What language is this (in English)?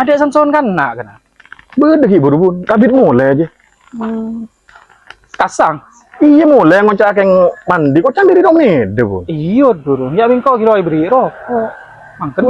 Madurese